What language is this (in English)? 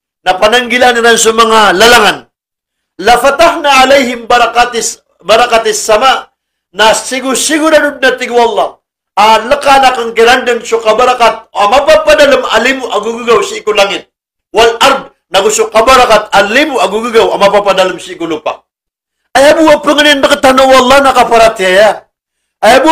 Maranao